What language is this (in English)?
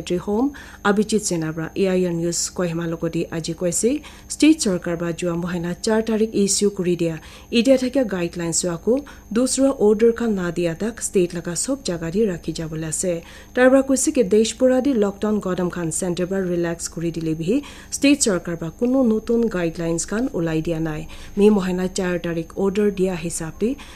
Naga Pidgin